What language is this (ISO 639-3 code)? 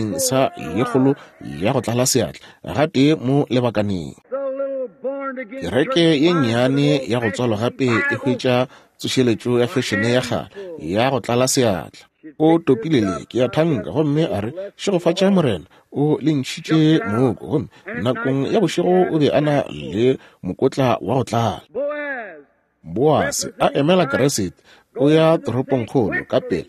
nso